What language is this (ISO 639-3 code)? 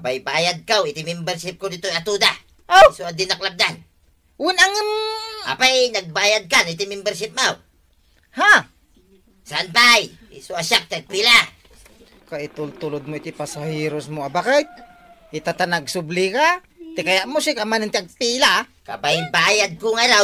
ilo